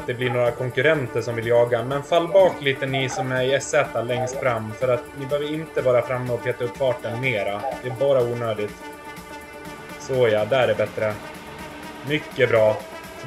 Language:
Swedish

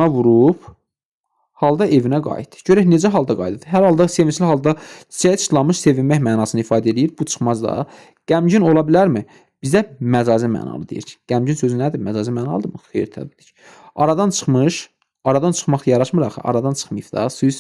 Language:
Azerbaijani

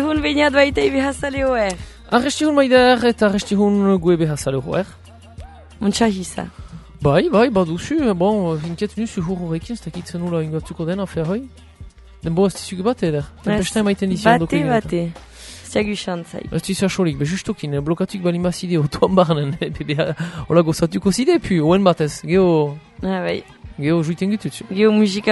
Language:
Basque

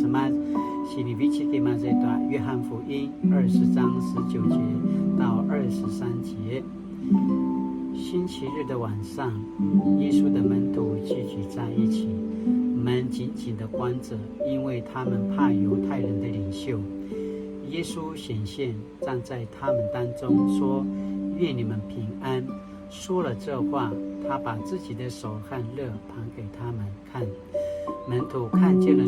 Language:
Paiwan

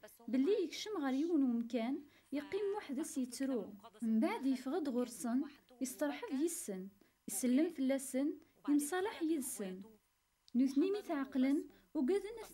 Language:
Kabyle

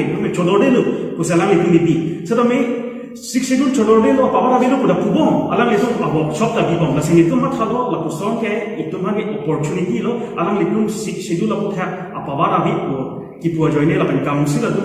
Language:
Karbi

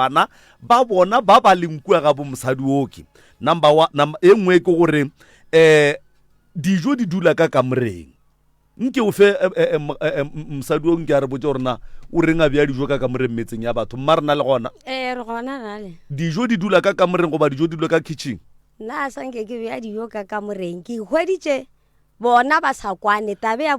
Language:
Northern Sotho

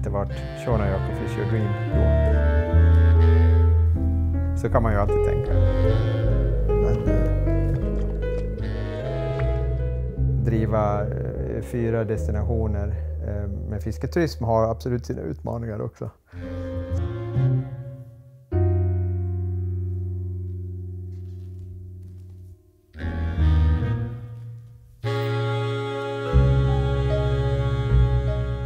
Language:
Swedish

